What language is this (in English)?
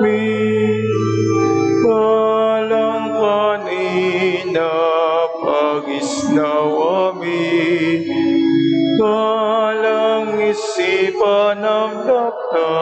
Pampanga